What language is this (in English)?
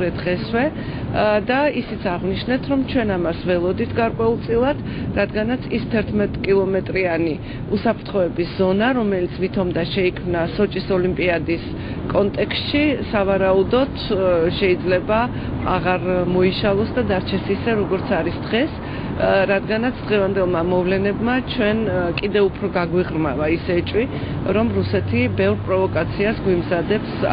Georgian